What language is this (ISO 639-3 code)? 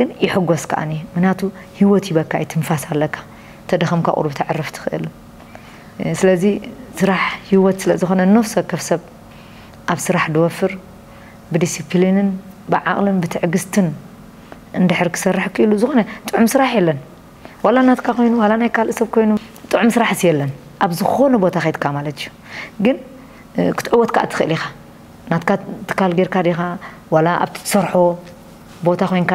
tir